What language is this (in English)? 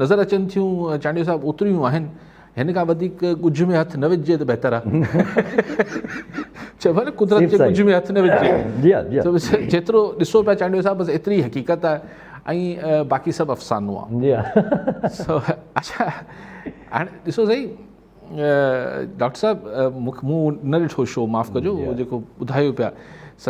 Sindhi